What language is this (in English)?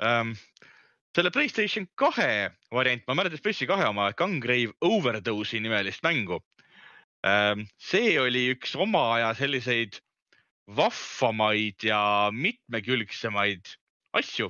Estonian